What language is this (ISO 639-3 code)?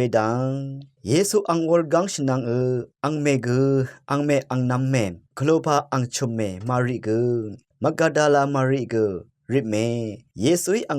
raw